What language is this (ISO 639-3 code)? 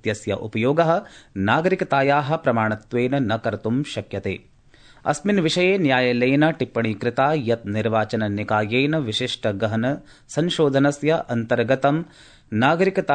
san